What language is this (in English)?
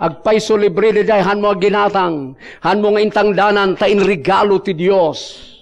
Iloko